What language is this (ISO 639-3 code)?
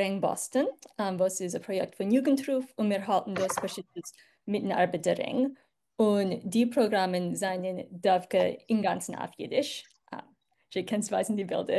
yid